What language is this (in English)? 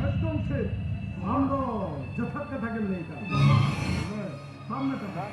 Santali